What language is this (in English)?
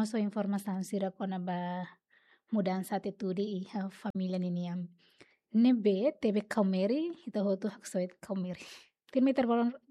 Tetum